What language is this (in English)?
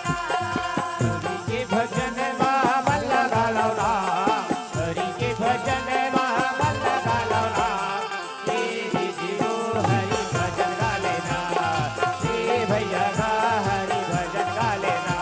Chhattisgarhi